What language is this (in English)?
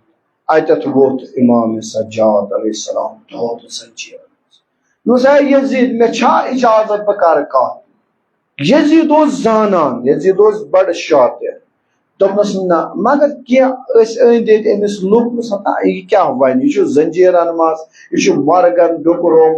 Kashmiri